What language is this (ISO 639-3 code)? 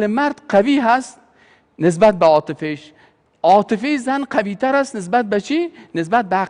fas